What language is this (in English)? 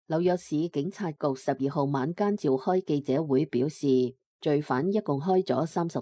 Cantonese